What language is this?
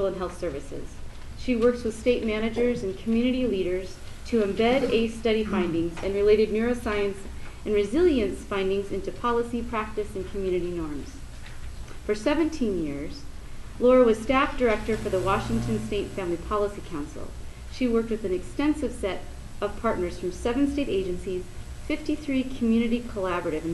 English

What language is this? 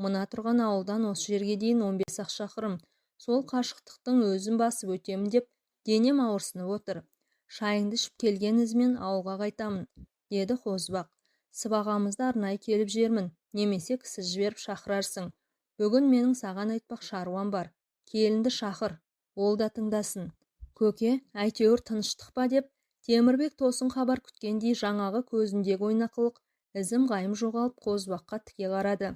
Kazakh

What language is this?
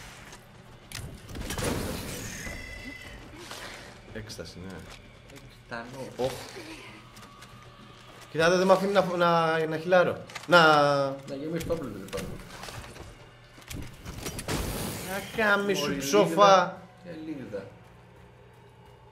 Greek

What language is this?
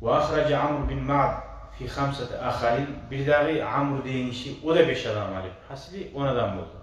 Kumyk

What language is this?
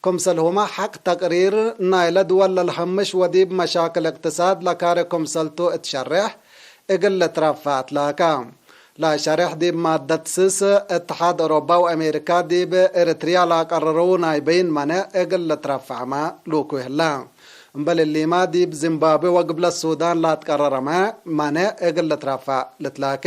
Tigre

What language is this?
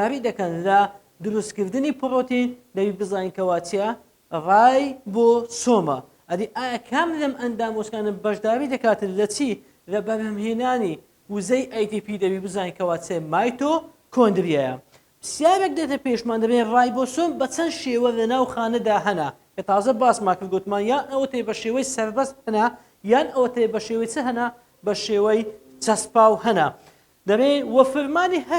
Central Kurdish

